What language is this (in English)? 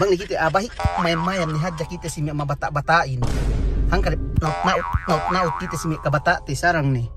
Yakan